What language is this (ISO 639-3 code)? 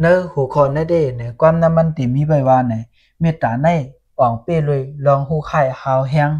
shn